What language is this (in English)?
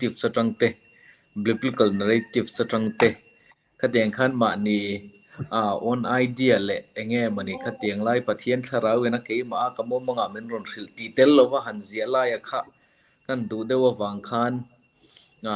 Mizo